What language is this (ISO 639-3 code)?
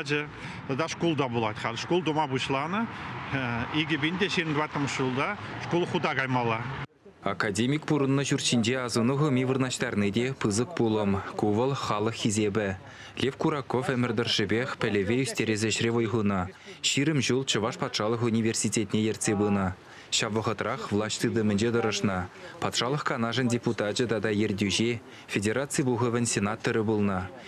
chv